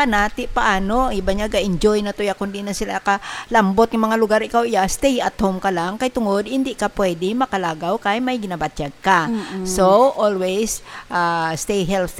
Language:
Hiligaynon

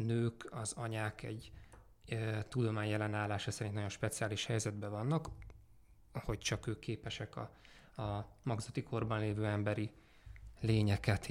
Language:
Hungarian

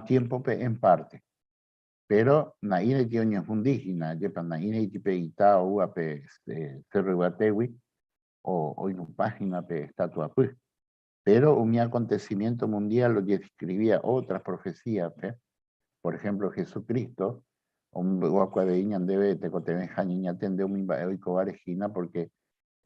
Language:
Guarani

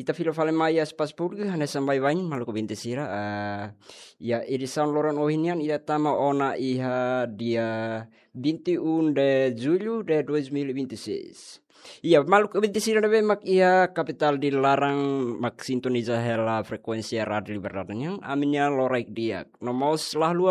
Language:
Tetum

